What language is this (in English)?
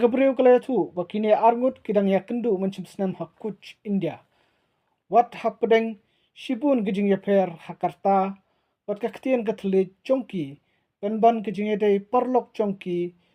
Khasi